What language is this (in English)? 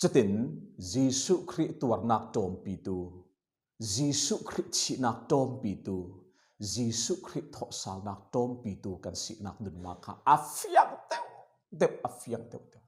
Falam Chin